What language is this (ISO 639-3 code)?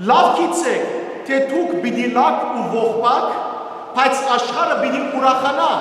hyw